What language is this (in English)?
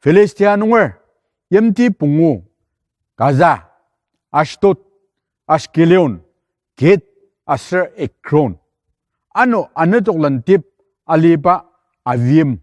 Ao Naga